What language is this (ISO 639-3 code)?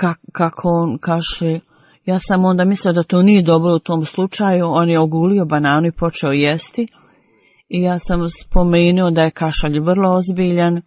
bos